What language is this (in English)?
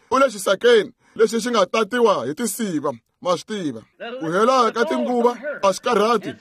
Tsonga